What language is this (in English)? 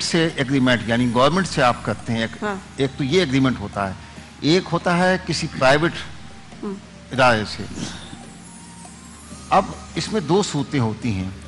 Urdu